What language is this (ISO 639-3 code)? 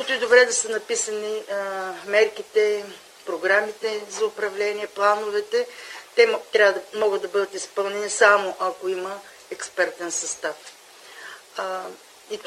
bul